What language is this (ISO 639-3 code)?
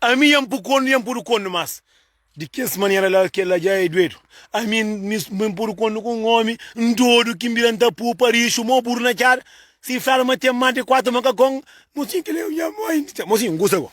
kea